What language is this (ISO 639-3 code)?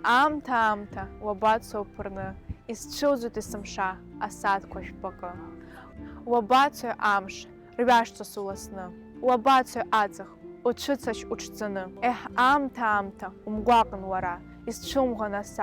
abk